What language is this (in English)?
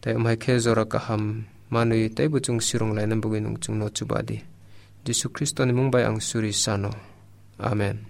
Kok Borok